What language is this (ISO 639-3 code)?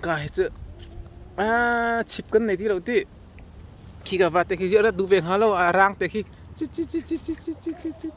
cnh